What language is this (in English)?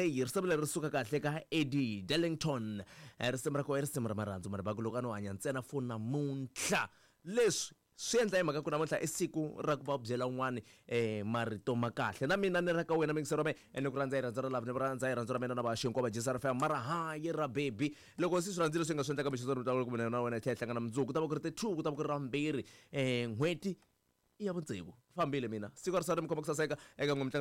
Tsonga